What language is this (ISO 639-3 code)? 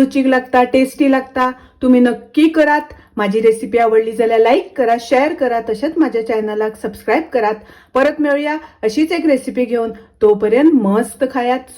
kok